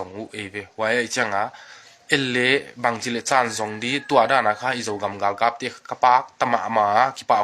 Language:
Tedim Chin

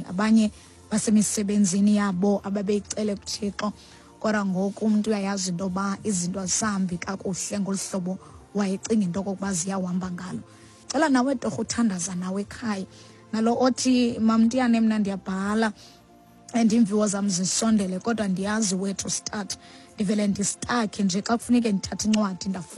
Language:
Xhosa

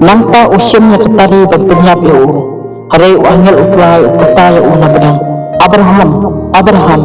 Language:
Khasi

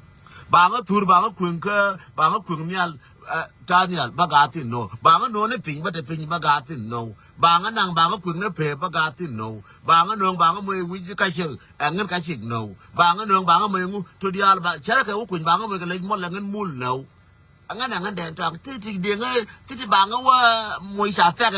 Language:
Nuer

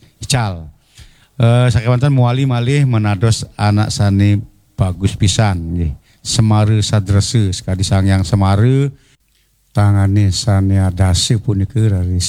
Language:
Balinese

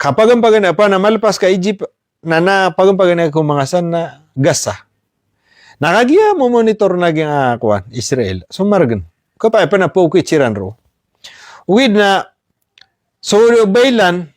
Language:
Maranao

